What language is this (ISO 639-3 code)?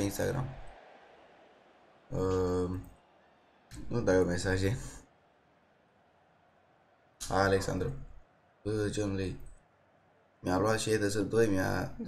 ron